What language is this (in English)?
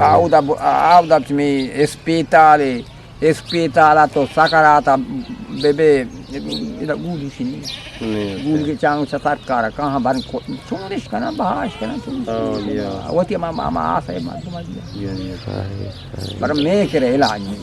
Eastern Balochi